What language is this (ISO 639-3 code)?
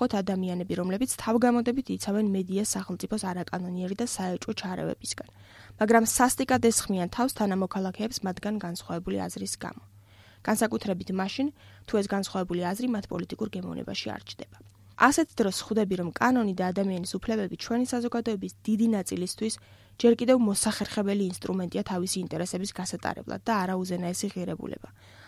kat